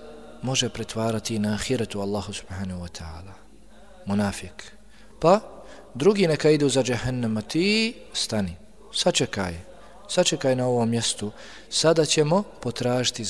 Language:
Bosnian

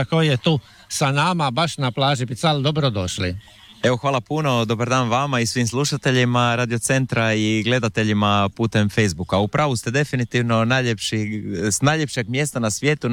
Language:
Croatian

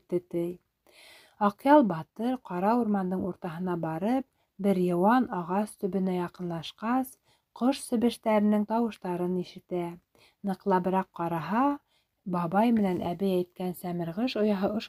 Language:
Bashkir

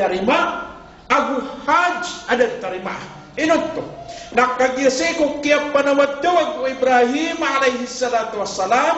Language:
Maranao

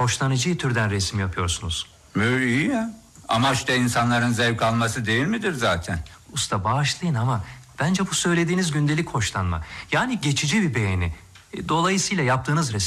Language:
Turkish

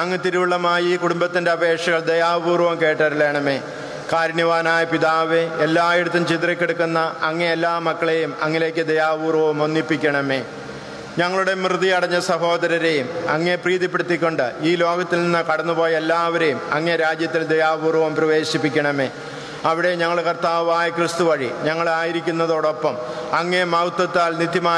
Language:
Malayalam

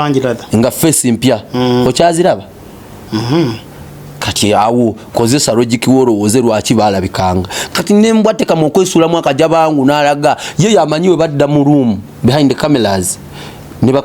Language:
Ganda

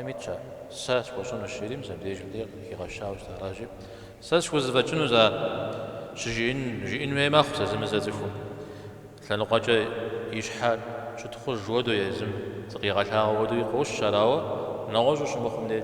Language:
Kabardian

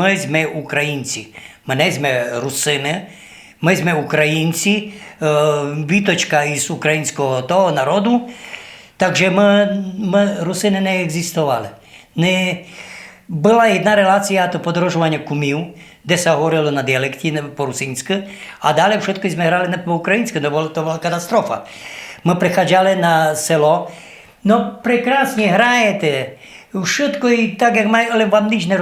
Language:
Rusyn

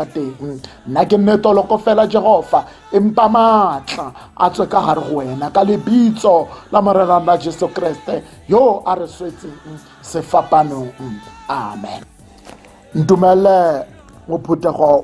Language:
Tswana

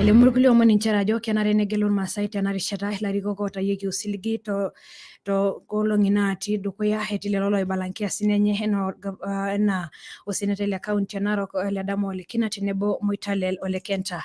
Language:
Masai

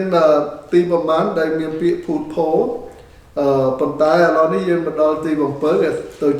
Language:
Khmer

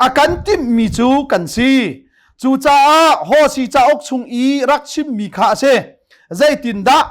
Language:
Hakha Chin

